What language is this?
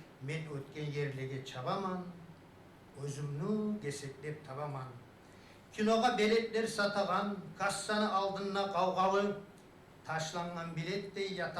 Kumyk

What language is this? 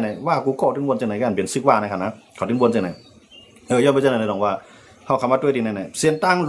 Shan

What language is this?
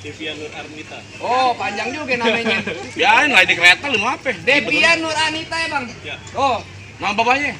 Betawi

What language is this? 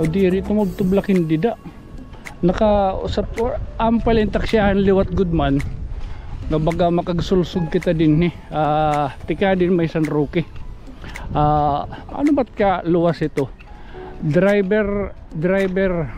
Waray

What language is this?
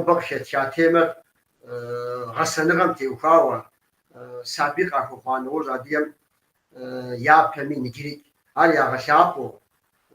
Kabardian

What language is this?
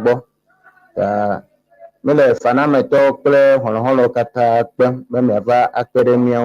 Ewe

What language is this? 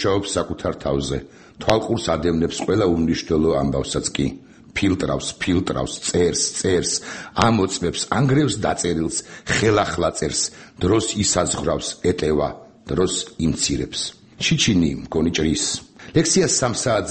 Georgian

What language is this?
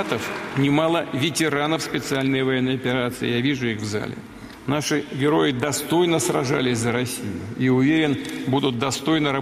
Russian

